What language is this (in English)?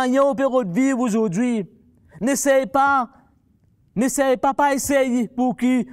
Morisyen